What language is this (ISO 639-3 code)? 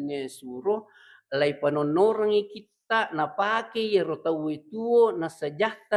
bug